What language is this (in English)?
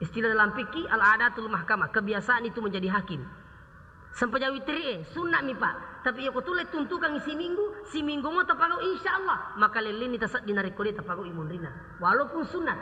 Buginese